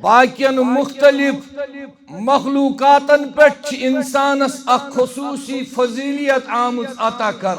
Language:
Kashmiri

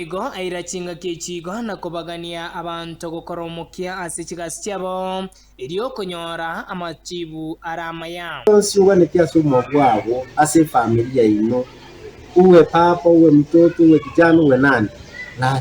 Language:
Gusii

